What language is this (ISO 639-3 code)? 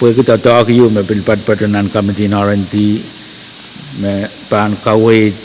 pon